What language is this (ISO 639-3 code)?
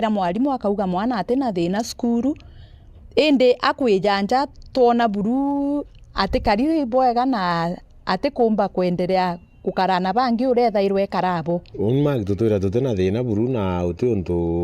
mer